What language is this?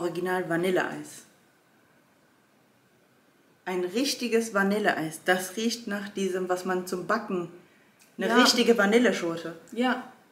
German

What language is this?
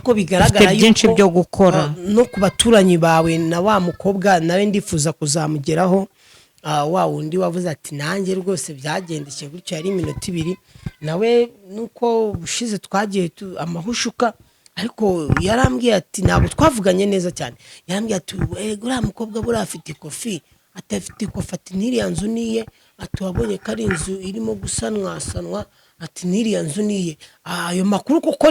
Kinyarwanda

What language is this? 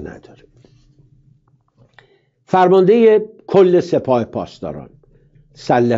Persian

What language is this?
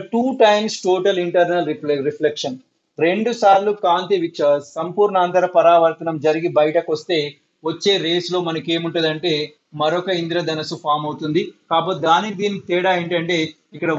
Telugu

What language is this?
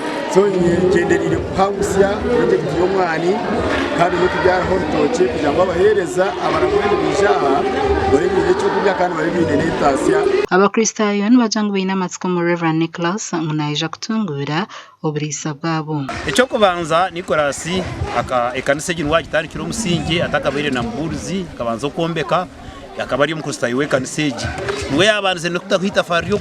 Nyankole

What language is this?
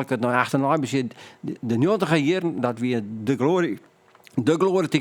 Western Frisian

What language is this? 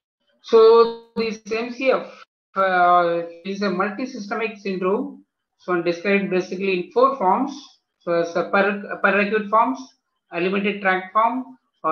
English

